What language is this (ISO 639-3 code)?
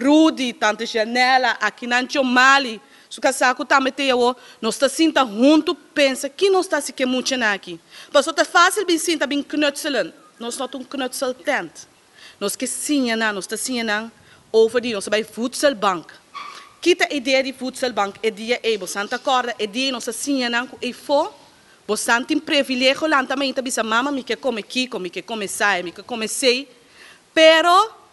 pap